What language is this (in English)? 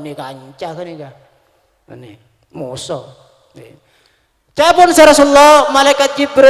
Madurese